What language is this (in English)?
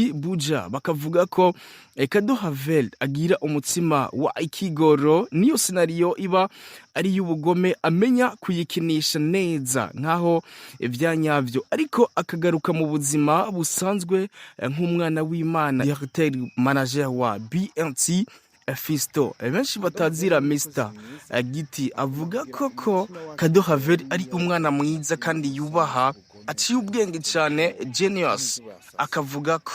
Rundi